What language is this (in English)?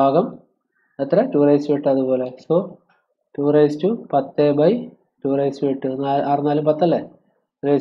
Malayalam